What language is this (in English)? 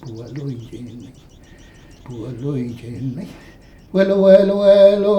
Mapuche